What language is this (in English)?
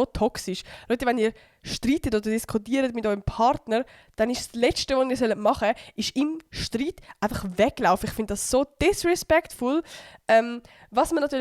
Swiss German